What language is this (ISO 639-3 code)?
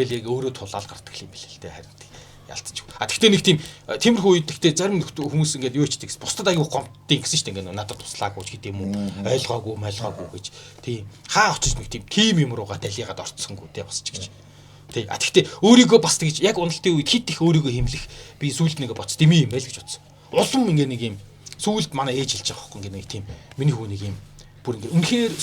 mon